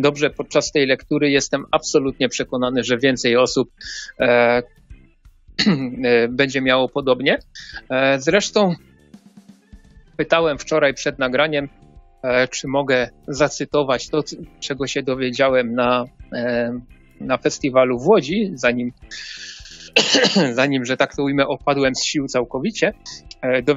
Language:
Polish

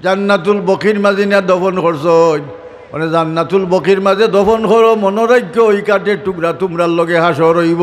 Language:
Sylheti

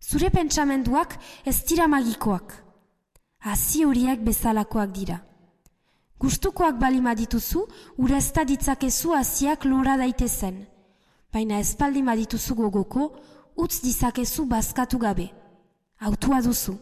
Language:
Basque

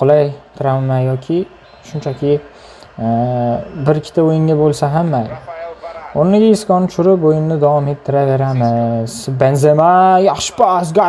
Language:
Uzbek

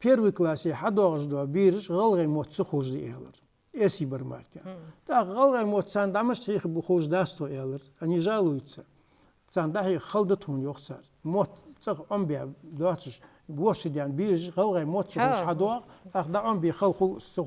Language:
Ingush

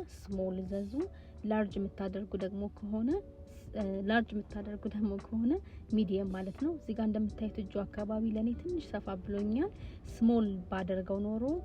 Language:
Amharic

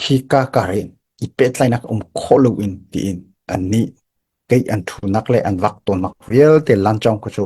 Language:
Hakha Chin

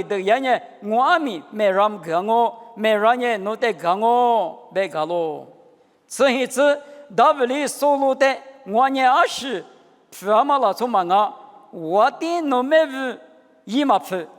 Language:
Lisu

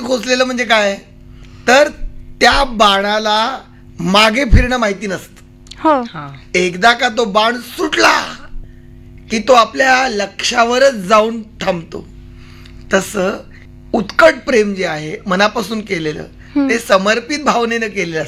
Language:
Marathi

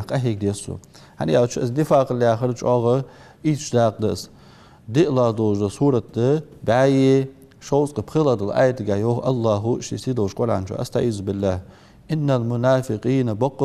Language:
Ingush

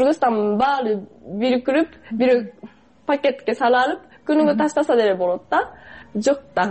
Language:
Kyrgyz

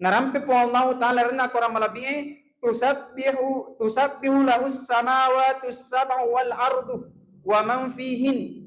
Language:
Buginese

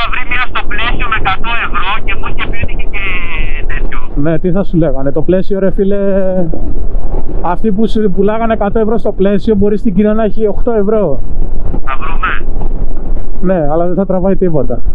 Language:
Greek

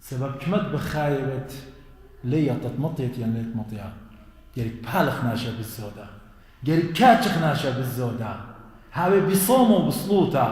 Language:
Assyrian Neo-Aramaic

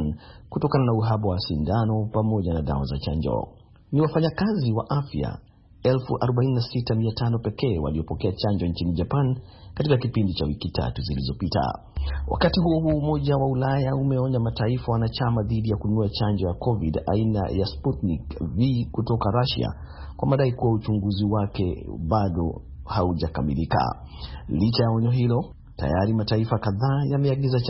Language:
Swahili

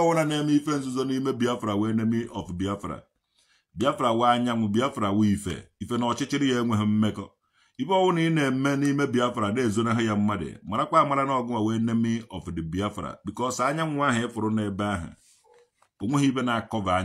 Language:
Igbo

